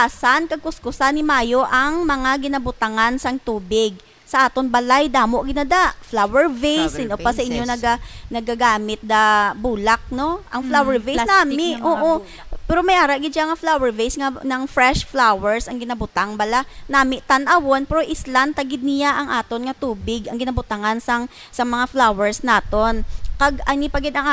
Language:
Hiligaynon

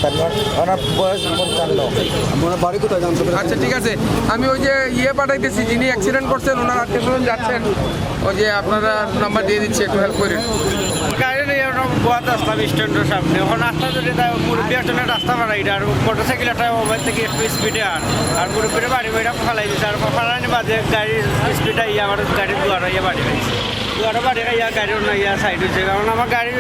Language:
Sylheti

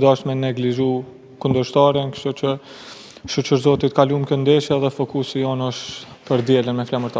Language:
Albanian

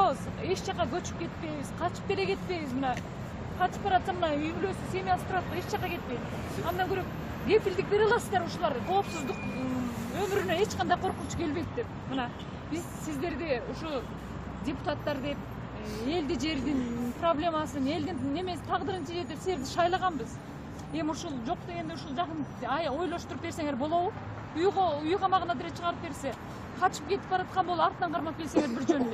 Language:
Kyrgyz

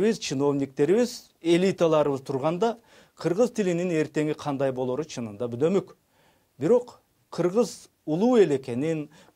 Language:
Kyrgyz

